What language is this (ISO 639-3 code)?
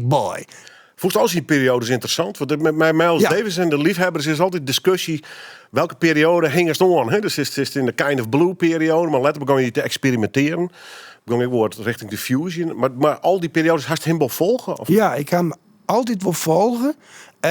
fry